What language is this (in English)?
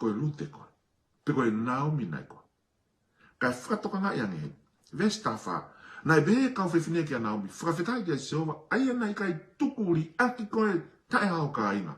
Tongan